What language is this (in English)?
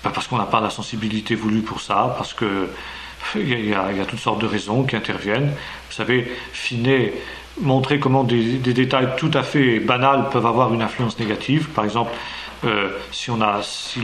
French